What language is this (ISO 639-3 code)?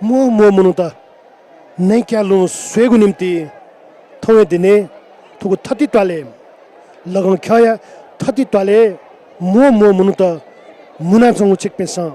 new